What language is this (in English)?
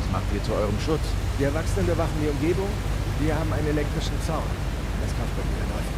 Bavarian